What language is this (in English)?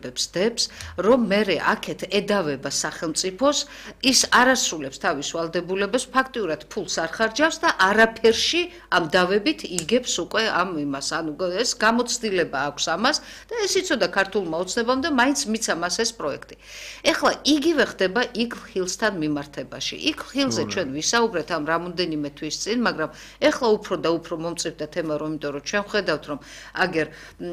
Georgian